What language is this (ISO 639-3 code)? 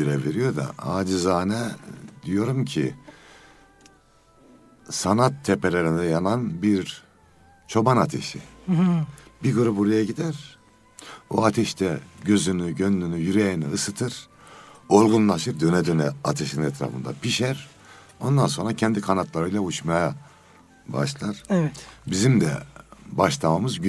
tur